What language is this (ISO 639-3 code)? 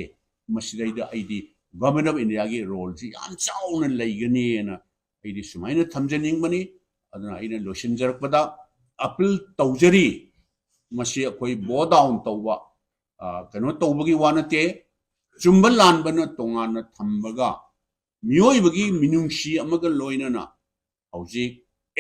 mni